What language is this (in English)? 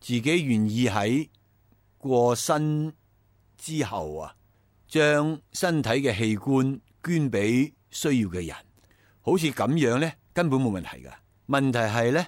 Cantonese